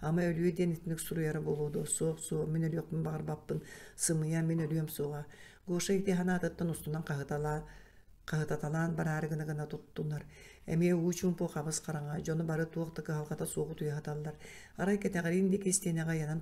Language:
Yakut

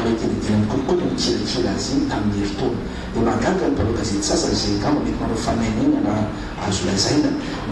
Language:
Malagasy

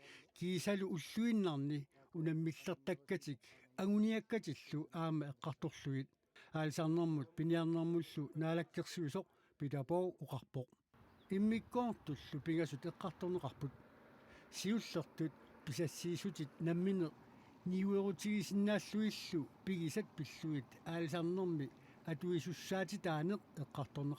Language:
Kalaallisut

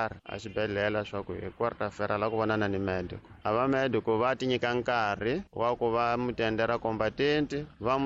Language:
Tsonga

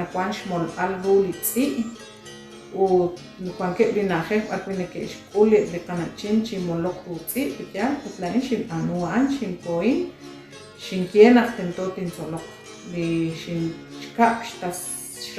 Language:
Kekchí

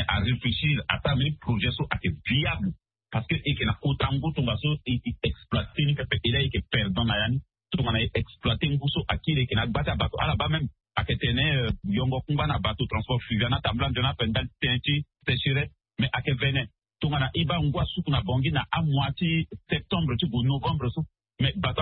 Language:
Sango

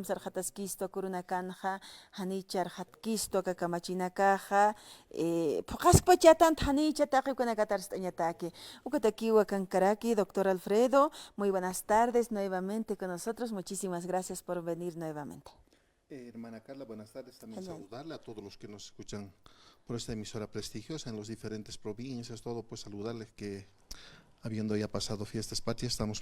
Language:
Aymara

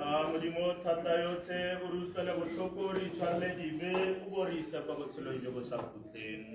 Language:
Tswana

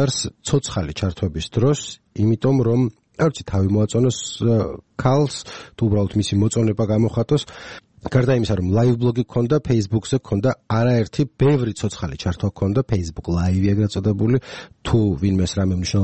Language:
Georgian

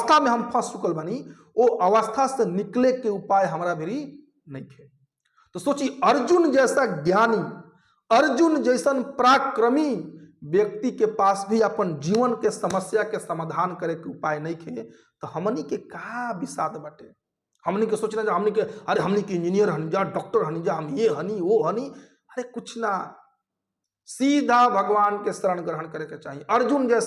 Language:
Bhojpuri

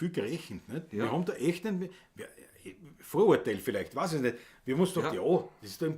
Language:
Bavarian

